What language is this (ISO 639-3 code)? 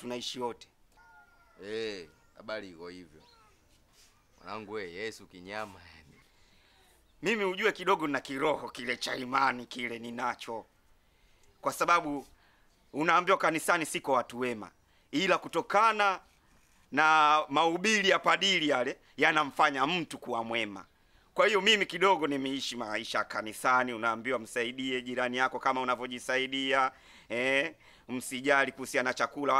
swa